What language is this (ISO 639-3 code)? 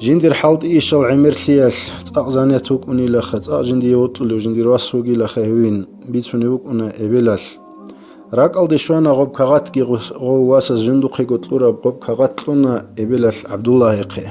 ava